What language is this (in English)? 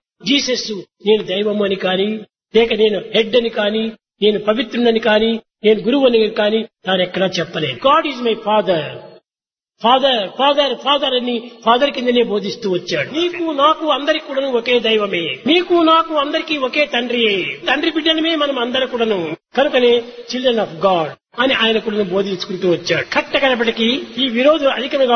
Telugu